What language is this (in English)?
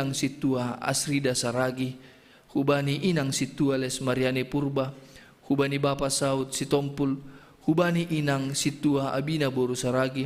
Batak Simalungun